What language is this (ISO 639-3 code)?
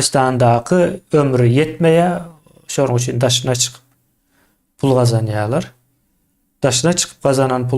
tuk